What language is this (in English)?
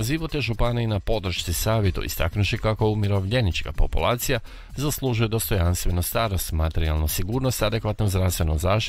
Croatian